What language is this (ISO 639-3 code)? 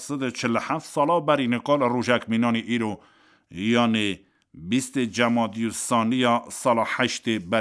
kur